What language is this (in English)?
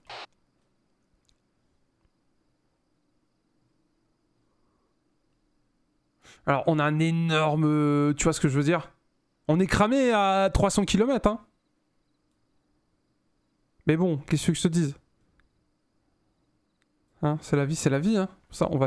French